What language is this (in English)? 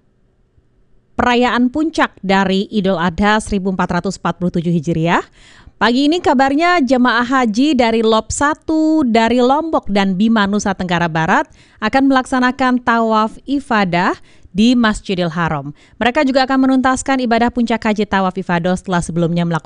Indonesian